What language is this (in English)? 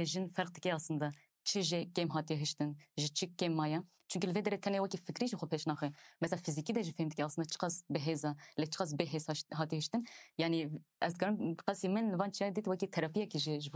Kurdish